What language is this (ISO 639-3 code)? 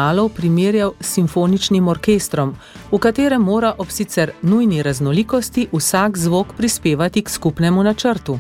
slv